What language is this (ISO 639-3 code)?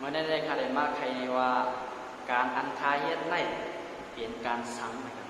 shn